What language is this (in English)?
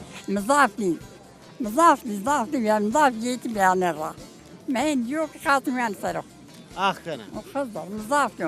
Zaza